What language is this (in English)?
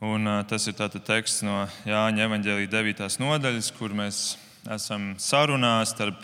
Latvian